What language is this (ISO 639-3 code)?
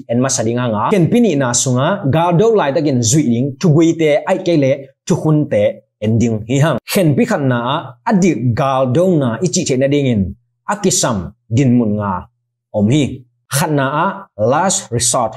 mya